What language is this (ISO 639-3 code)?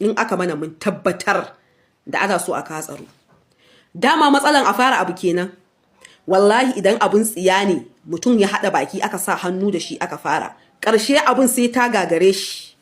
hau